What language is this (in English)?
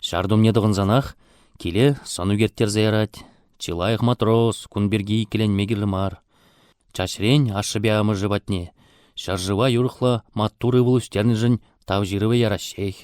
Chuvash